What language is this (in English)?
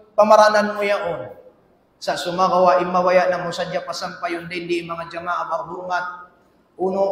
Tausug